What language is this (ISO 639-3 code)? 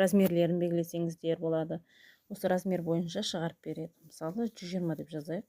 kaz